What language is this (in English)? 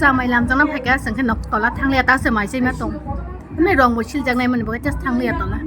Kok Borok